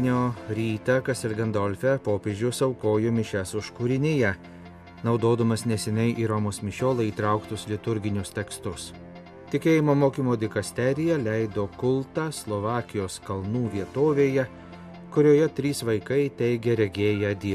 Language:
Lithuanian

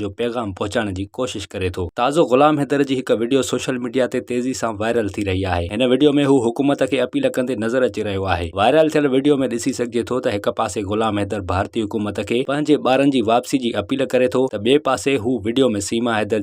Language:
Sindhi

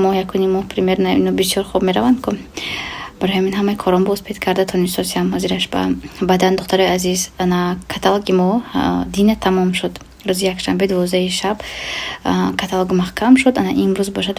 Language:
Tajik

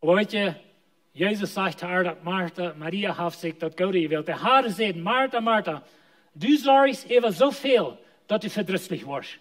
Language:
Plautdietsch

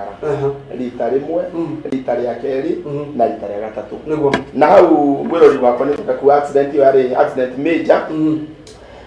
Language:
Kikuyu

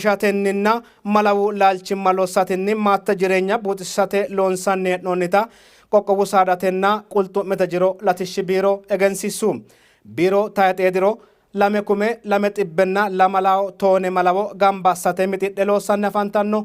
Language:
Sidamo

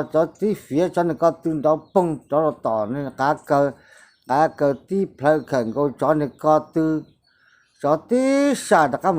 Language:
Hmong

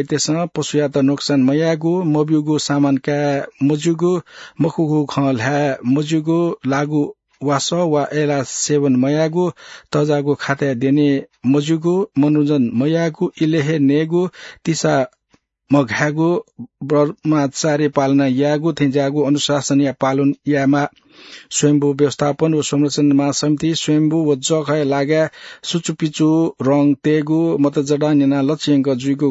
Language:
Newari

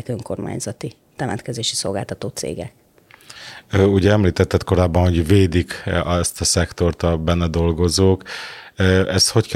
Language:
Hungarian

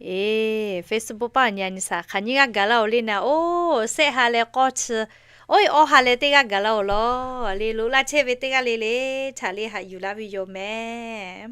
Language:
Lahu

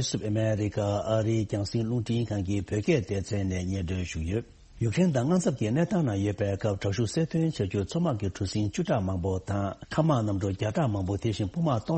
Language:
Tibetan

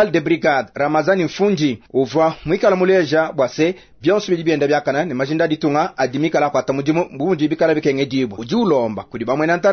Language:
Luba-Lulua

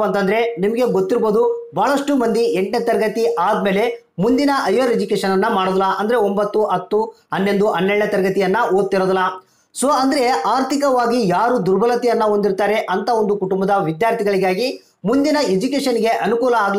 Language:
Kannada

